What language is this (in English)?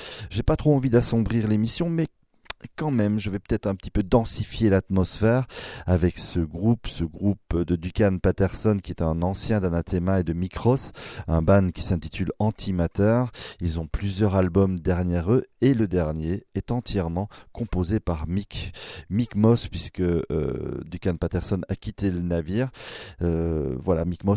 French